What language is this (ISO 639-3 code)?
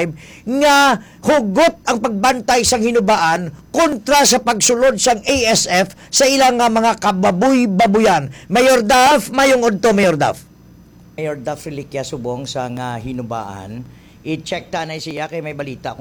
hil